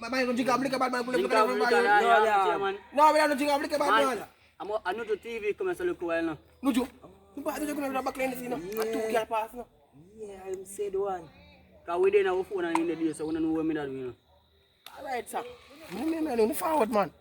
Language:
Jamaican Creole English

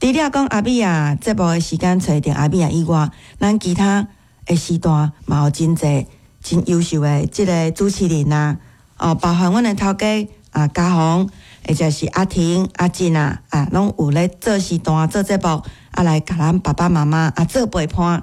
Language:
Min Nan Chinese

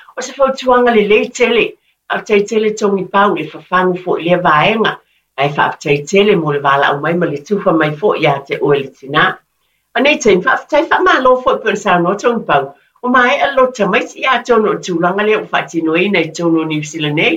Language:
Samoan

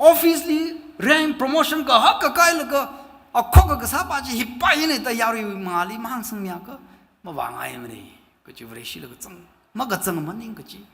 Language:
Tangkhul Naga (India)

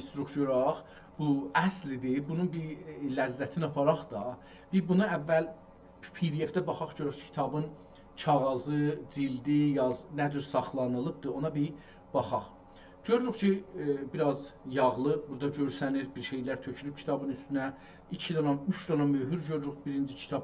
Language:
South Azerbaijani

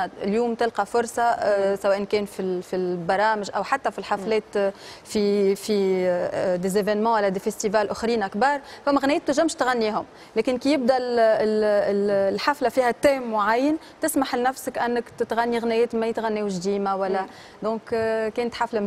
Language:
Tunisian Arabic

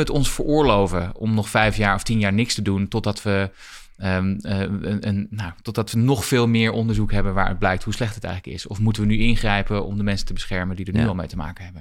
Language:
Dutch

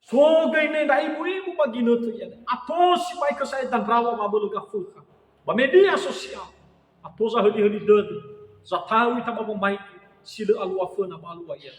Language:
Nias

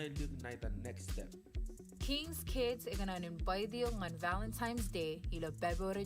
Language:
Marshallese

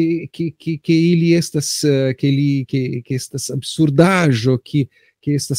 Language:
Esperanto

